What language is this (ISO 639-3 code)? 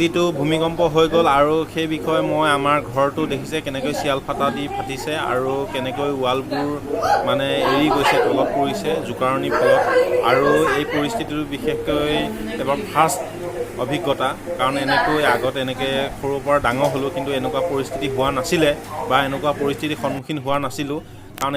asm